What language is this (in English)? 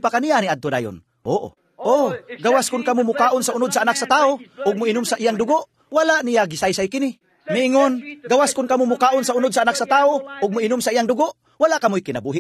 Cebuano